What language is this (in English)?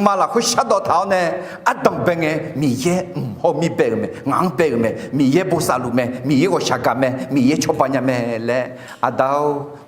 Akha